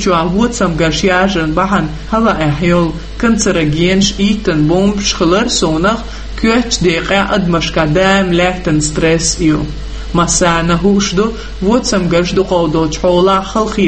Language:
Chechen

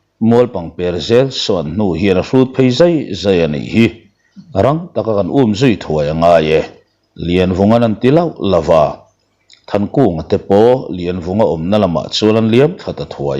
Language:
Mizo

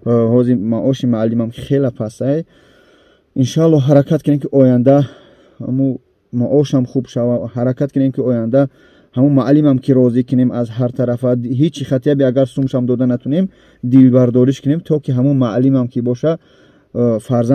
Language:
Tajik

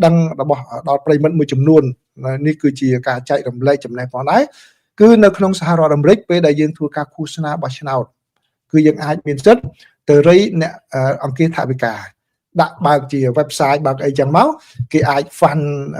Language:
Khmer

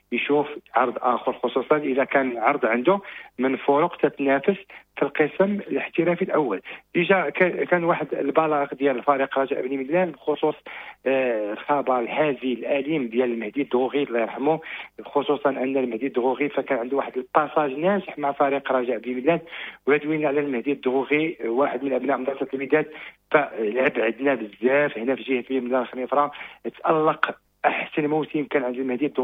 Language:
Moroccan Arabic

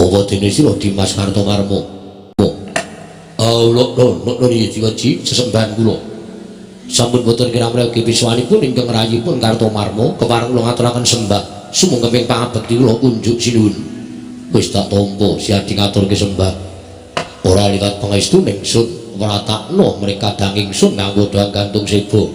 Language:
Javanese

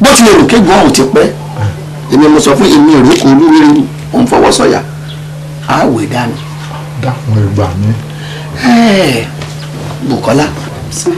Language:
Yoruba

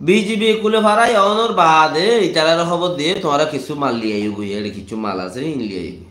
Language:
Rohingya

